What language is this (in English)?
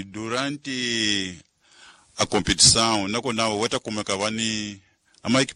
Tsonga